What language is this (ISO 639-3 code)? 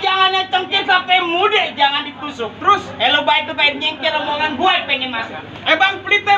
bew